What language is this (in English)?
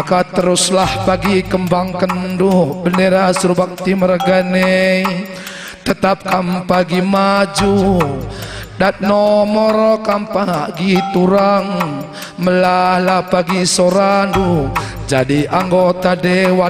Batak Karo